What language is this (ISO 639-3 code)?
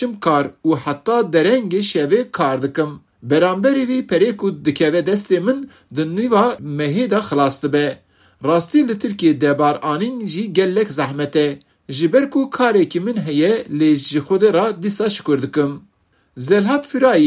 kur